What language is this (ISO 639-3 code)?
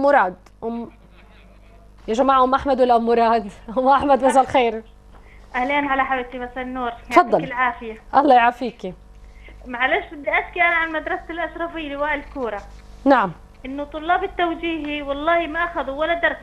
ajp